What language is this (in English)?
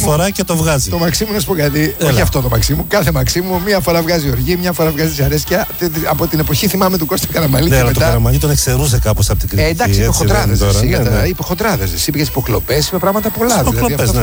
Greek